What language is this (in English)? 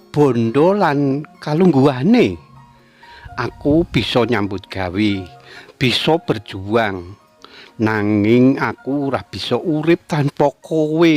Javanese